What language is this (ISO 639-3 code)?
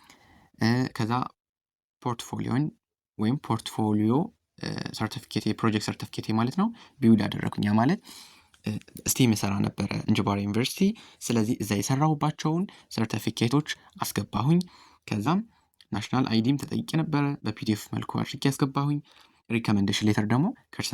amh